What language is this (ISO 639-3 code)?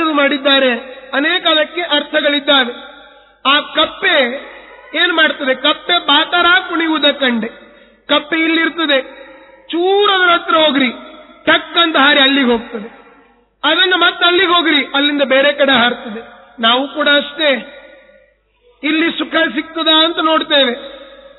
kan